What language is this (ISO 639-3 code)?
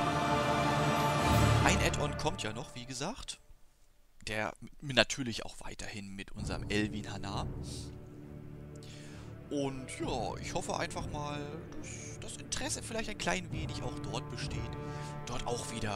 deu